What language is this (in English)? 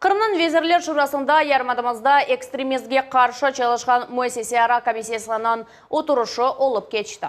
Crimean Tatar